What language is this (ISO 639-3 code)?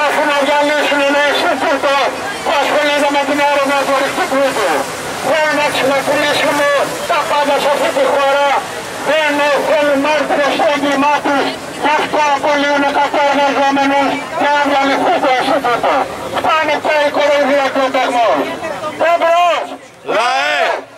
ell